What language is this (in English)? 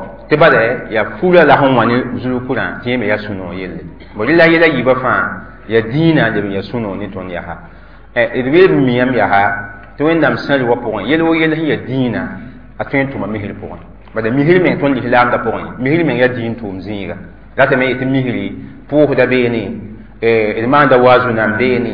Mossi